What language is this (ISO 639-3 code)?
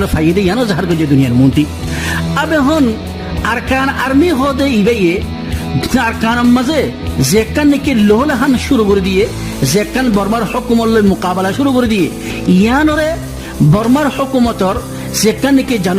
rhg